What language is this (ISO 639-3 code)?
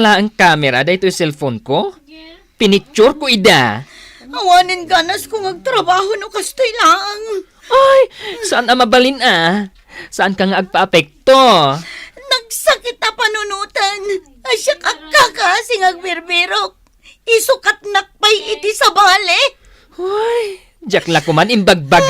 ilo